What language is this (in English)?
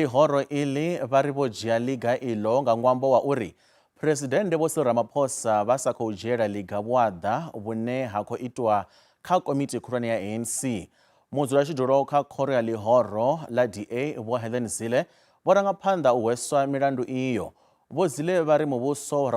Venda